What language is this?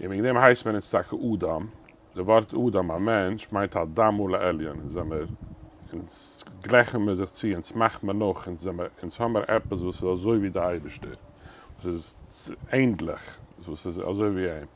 Yiddish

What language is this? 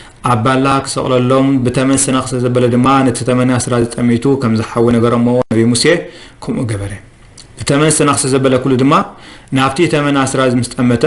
Tigrinya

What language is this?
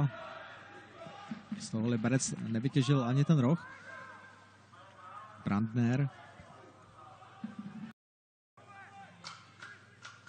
Czech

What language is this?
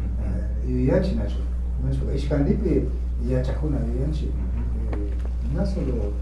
Imbabura Highland Quichua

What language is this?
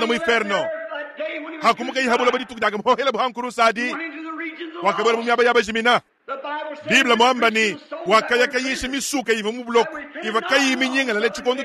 Luba-Lulua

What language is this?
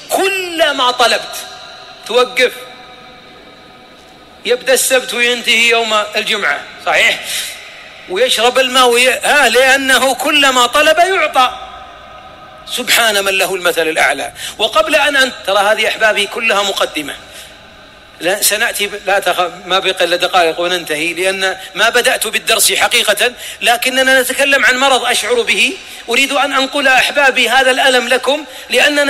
Arabic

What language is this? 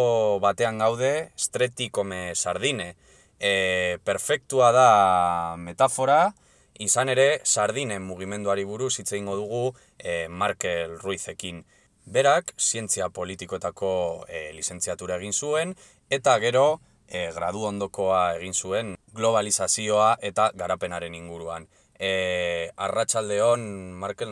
Basque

